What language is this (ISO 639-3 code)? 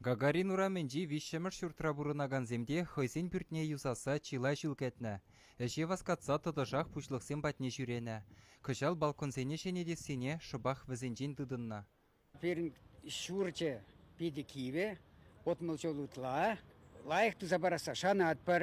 chv